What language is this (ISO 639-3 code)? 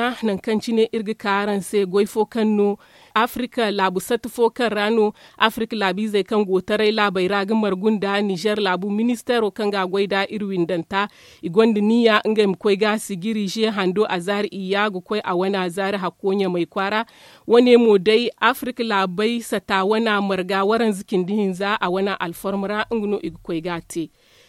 dje